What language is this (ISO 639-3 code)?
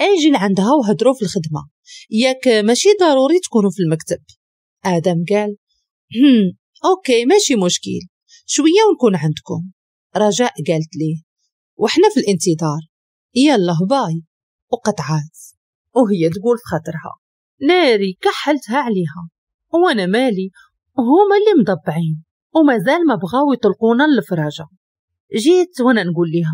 ary